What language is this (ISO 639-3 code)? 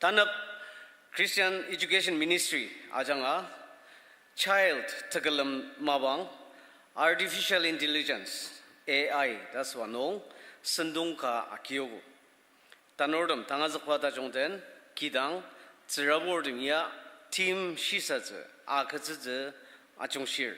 njo